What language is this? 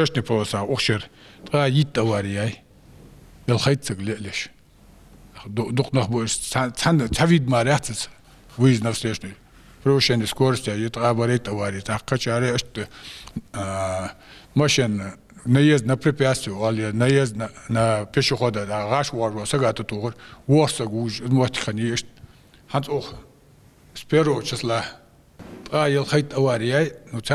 Ingush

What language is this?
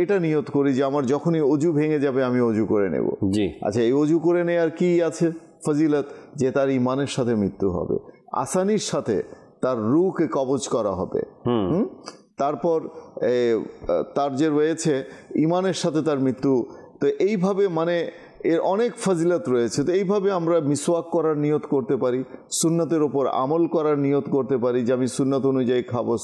Bangla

